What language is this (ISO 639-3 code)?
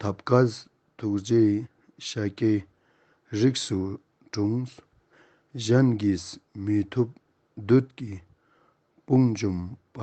lbj